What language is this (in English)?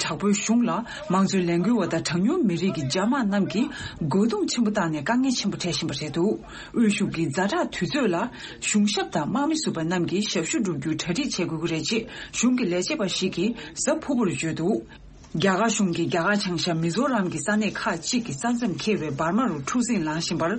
Tibetan